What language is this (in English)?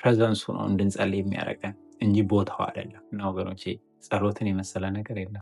Amharic